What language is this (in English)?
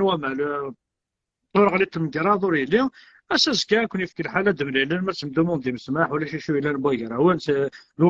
Kabyle